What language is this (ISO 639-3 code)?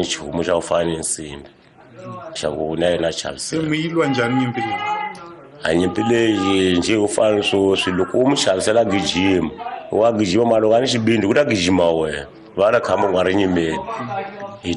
tso